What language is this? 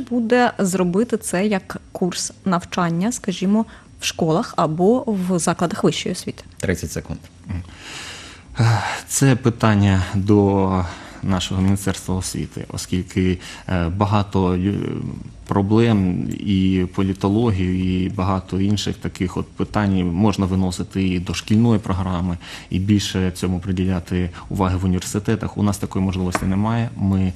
Ukrainian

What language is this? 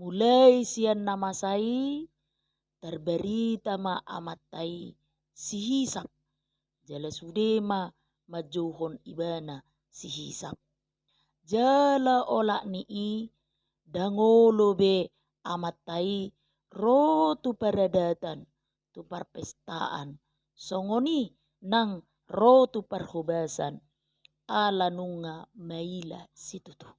Batak Toba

